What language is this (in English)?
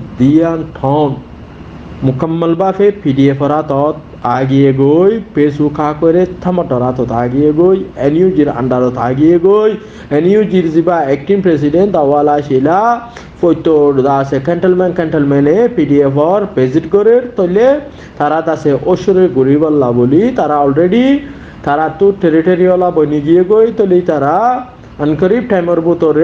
Rohingya